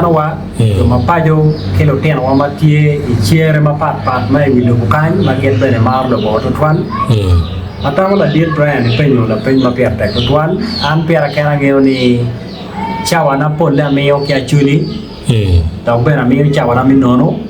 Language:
Acoli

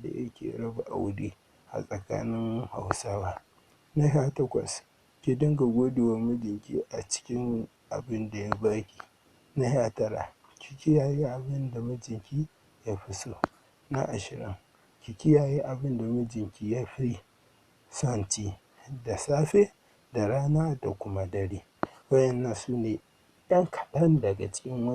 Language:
Hausa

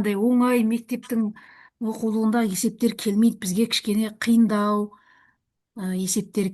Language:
Kazakh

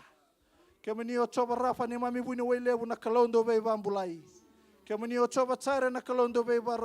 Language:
Fijian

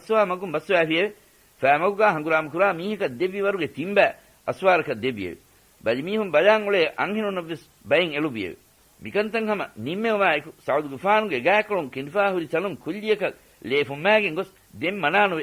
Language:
Divehi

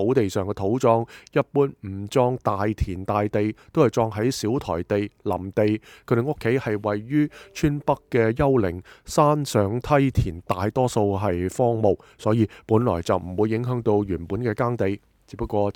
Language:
Cantonese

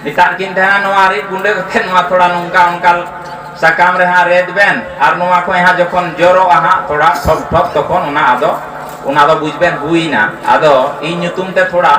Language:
Santali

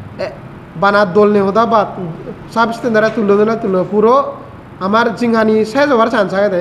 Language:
Chakma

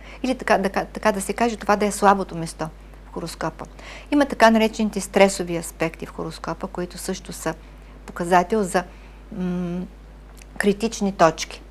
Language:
Bulgarian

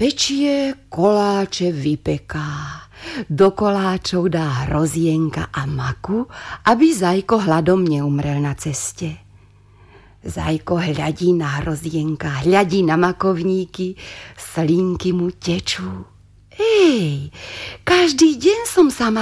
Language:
Slovak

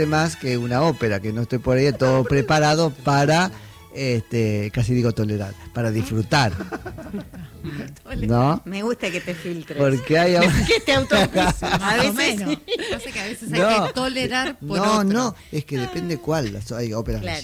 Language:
Spanish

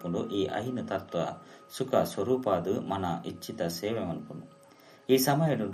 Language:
Tulu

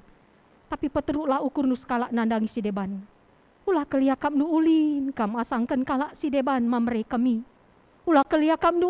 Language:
Batak Karo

